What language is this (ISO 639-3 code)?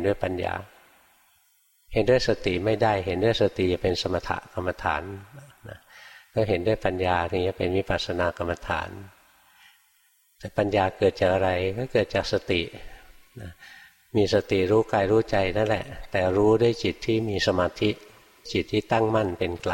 tha